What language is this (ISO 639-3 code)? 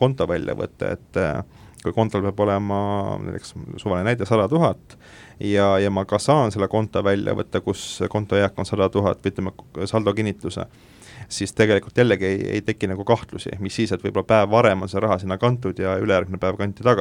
est